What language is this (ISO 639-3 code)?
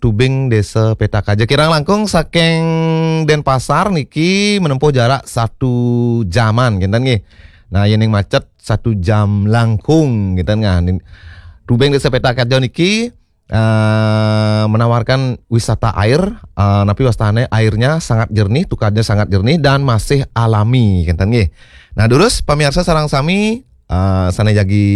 ban